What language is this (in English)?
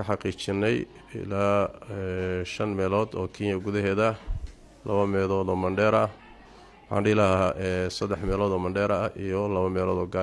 Somali